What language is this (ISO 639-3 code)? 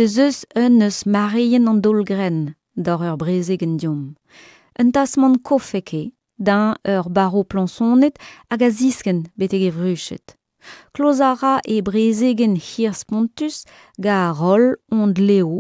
bre